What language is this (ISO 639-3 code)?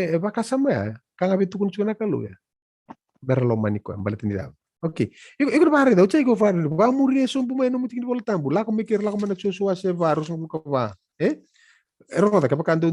fij